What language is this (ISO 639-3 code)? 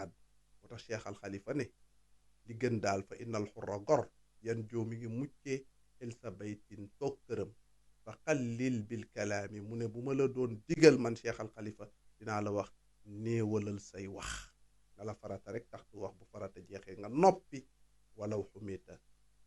wol